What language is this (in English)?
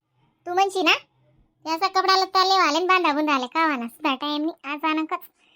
Khandesi